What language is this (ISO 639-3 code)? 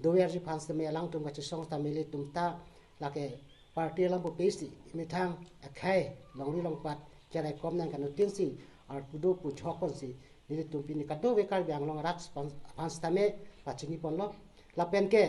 mjw